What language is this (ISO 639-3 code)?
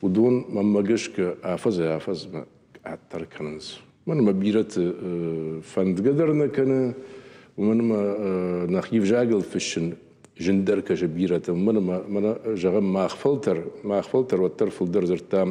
oss